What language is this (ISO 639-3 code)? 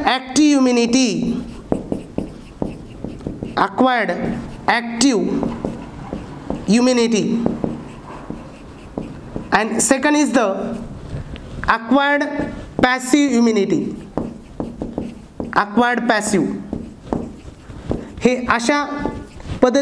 mar